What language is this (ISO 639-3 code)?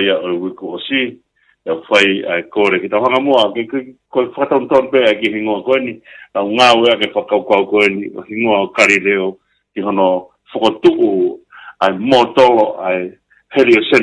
ton